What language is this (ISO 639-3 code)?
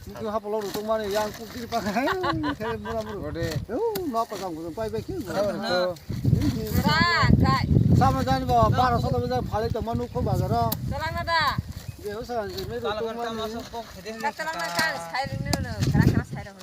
trp